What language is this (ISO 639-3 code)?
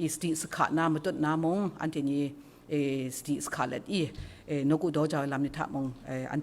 kac